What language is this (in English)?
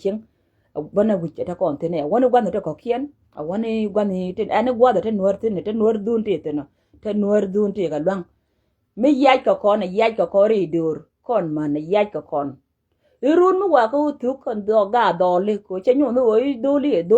Nuer